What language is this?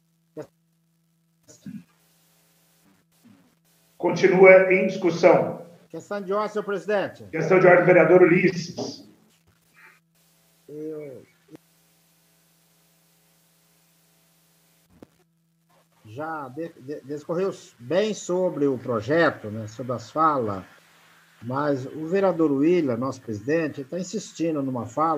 Portuguese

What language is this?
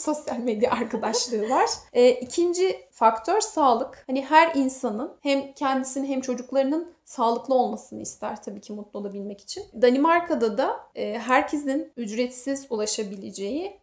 Turkish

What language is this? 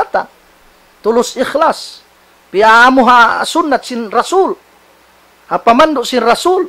Tausug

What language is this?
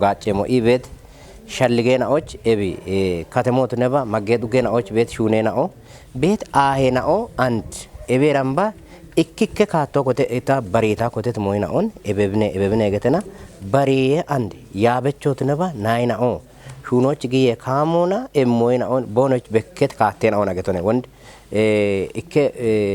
Kafa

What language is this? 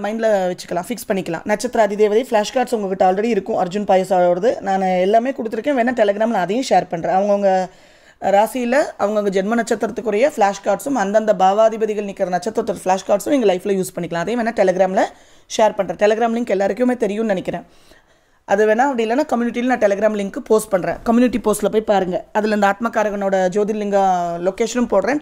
Tamil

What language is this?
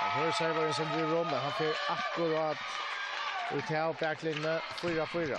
Faroese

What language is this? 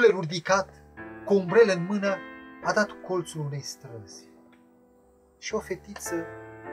Romanian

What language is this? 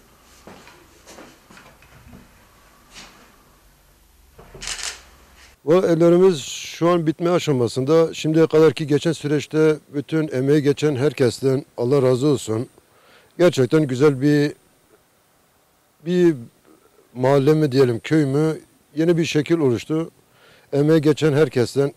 Turkish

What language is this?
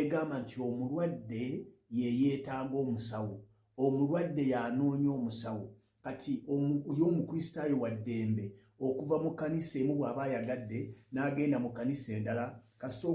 Ganda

